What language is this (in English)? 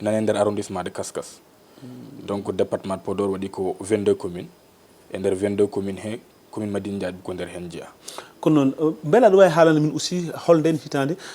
Fula